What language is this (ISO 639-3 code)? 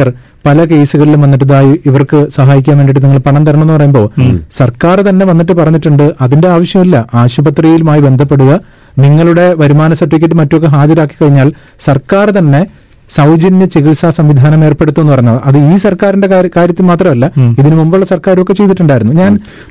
mal